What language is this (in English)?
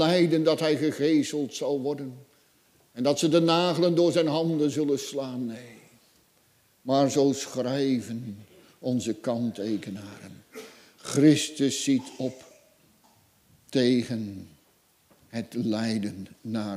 Dutch